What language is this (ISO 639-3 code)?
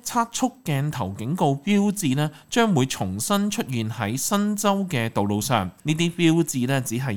yue